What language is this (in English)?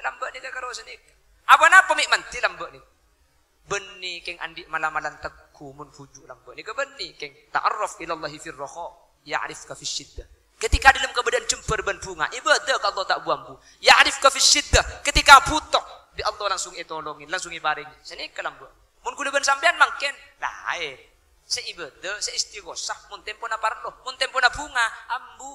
Madurese